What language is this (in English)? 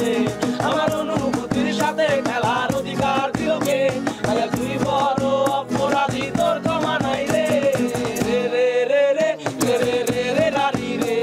Bangla